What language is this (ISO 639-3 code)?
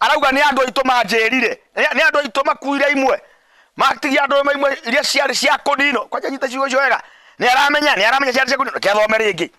kik